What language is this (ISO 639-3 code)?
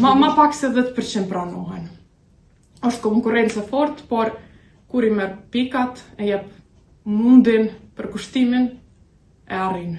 sqi